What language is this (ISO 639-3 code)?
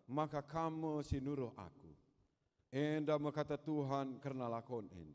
btx